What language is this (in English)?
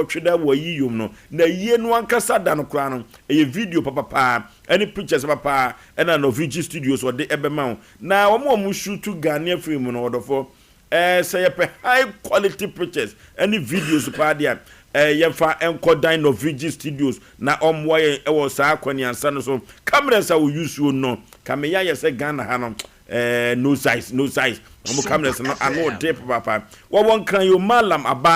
Akan